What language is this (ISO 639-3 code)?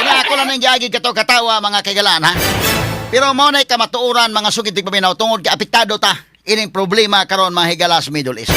ceb